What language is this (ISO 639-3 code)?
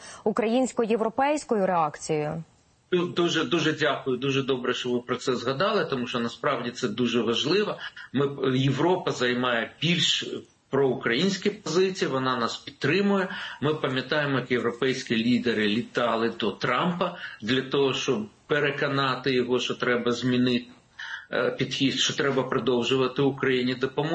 ukr